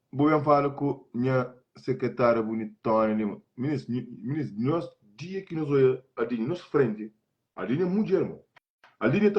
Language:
Kabuverdianu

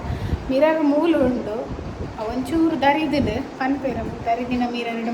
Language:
Tulu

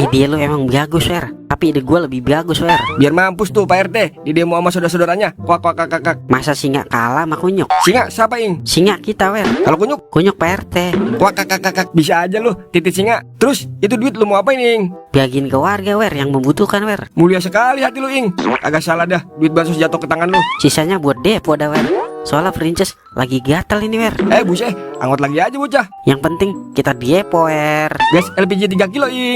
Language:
Betawi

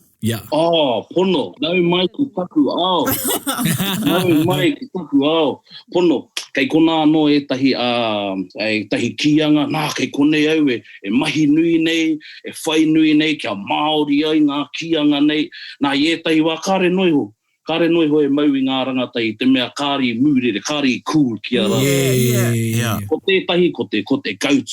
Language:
Māori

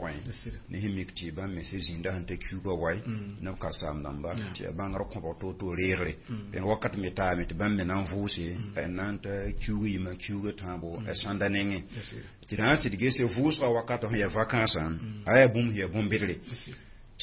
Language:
Mossi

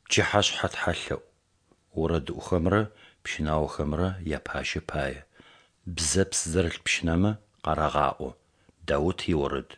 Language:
Adyghe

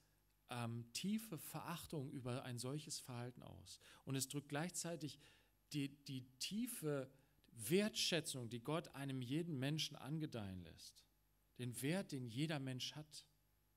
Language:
German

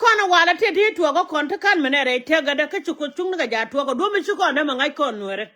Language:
Nuer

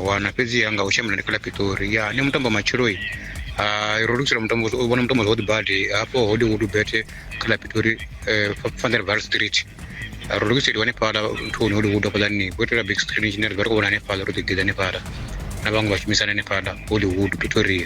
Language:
Venda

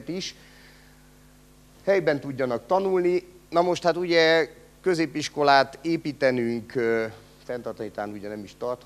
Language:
Hungarian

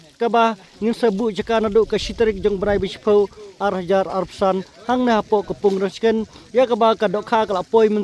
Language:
Khasi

